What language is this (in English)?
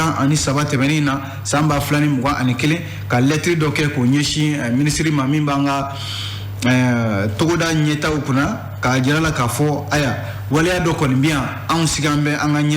Bambara